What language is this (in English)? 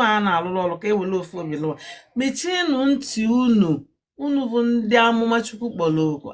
Igbo